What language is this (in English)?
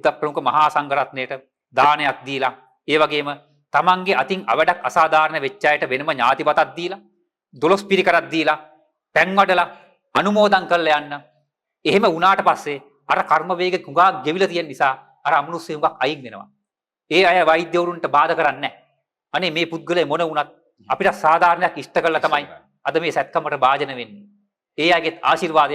Sinhala